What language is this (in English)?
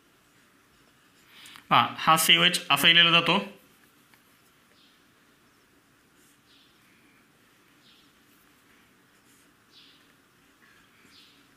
Marathi